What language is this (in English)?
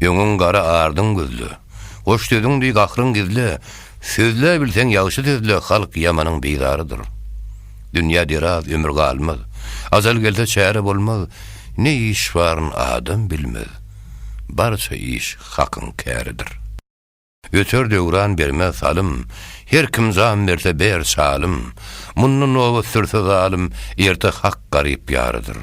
Turkmen